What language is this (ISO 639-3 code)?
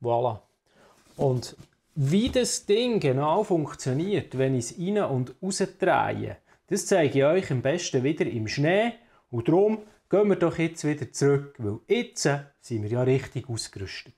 gsw